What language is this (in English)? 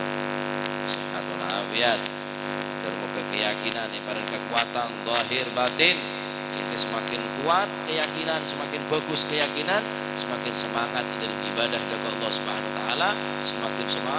Madurese